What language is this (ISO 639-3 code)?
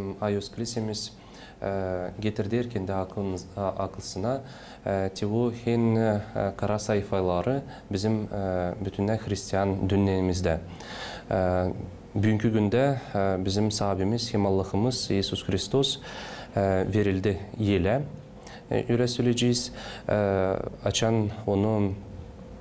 gag